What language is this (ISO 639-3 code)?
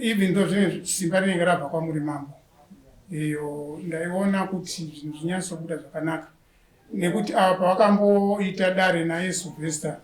sna